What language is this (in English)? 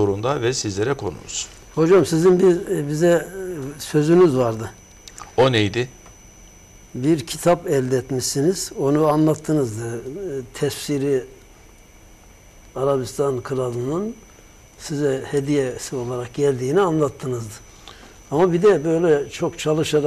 Turkish